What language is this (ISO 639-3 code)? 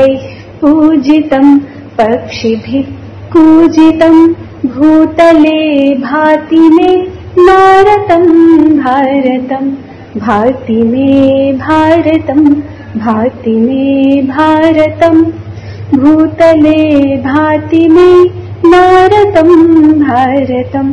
san